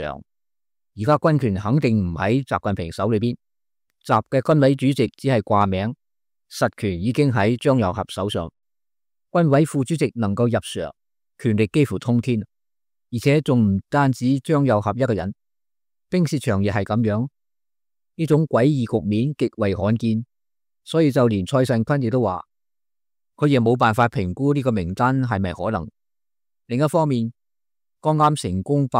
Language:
Cantonese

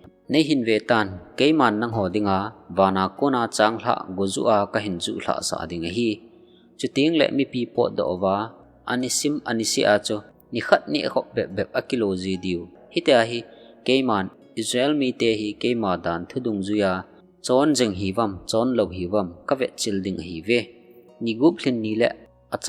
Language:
Thado Chin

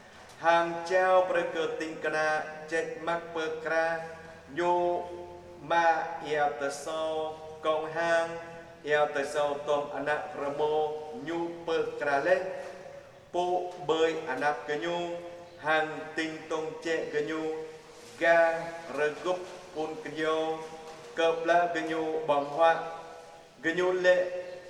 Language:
Jarai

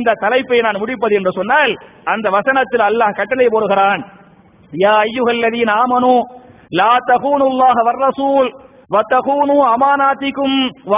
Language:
Tamil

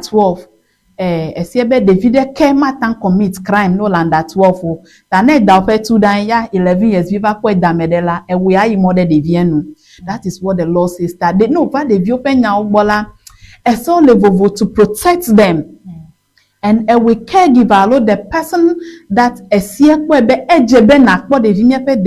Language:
Ewe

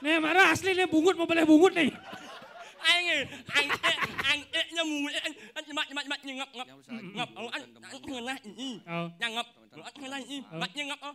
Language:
Balinese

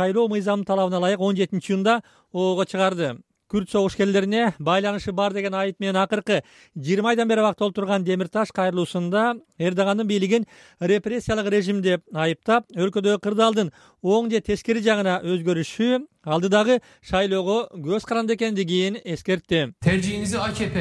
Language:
Kyrgyz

